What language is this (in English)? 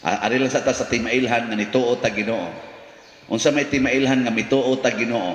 Cebuano